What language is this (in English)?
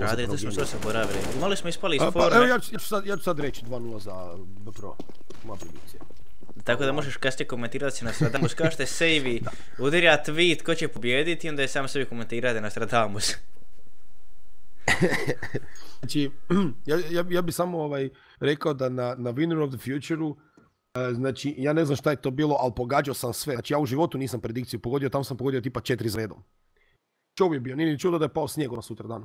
Croatian